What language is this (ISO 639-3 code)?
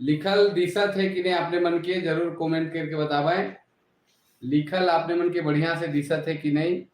sck